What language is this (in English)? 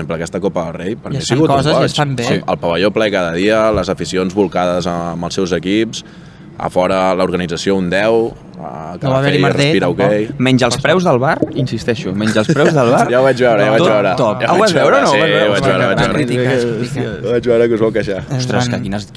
Catalan